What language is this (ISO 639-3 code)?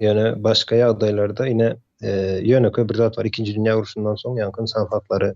tuk